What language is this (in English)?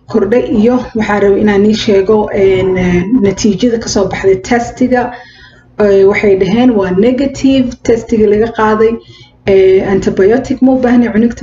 Somali